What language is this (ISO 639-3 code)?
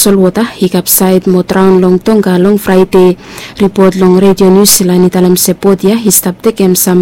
bis